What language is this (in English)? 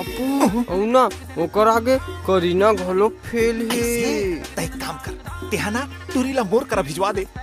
Chhattisgarhi